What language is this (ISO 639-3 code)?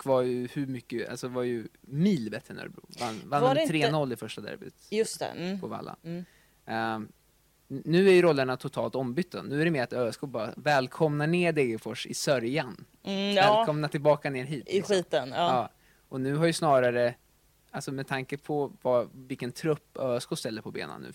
swe